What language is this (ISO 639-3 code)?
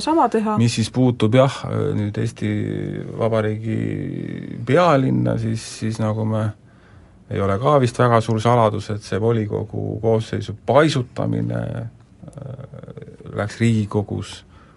est